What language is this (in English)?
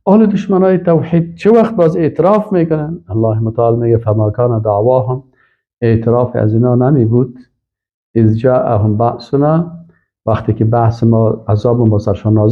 Persian